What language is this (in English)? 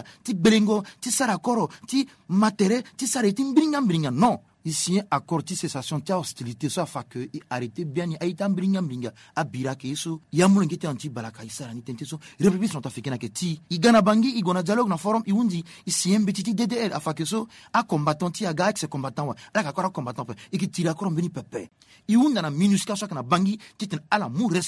Sango